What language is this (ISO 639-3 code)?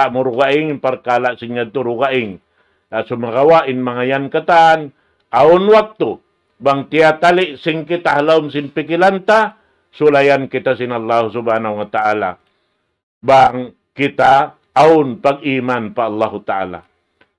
tsg